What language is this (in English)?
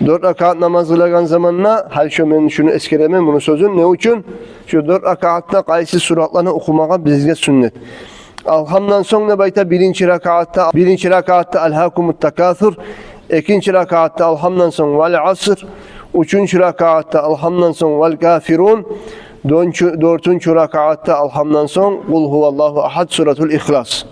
Kumyk